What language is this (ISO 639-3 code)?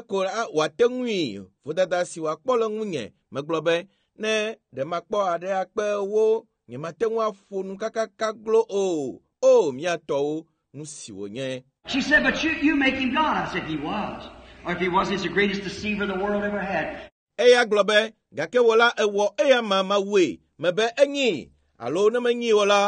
ewe